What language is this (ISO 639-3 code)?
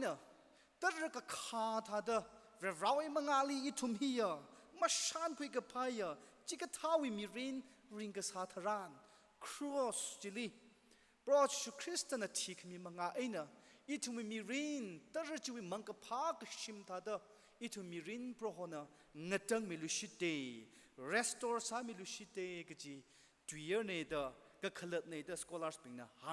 nmf